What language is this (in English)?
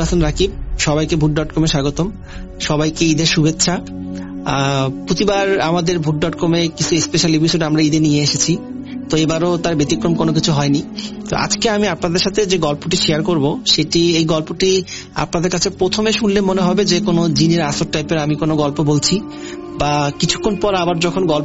Bangla